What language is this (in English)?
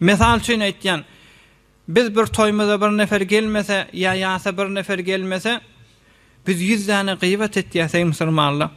Turkmen